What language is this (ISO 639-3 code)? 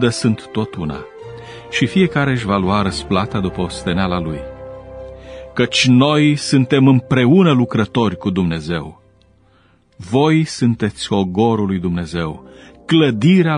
ron